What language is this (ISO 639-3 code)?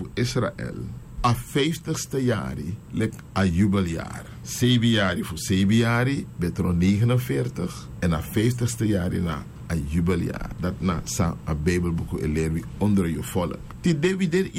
srn